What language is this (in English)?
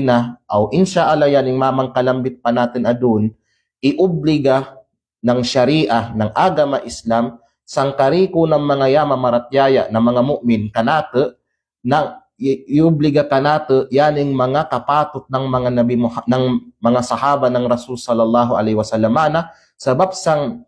Kalagan